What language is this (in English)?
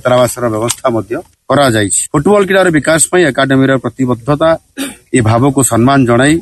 Odia